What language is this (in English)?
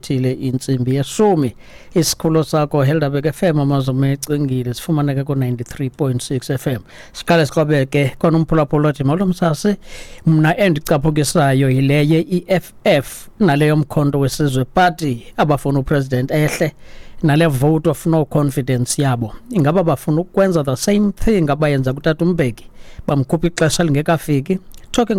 Xhosa